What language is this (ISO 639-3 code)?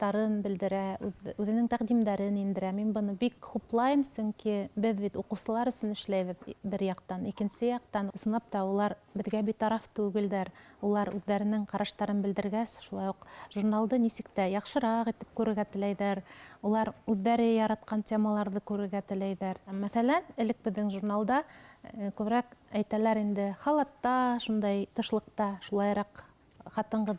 bak